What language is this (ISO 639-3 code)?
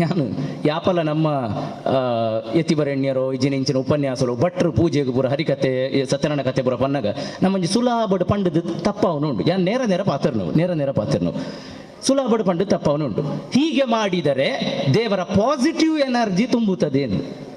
tcy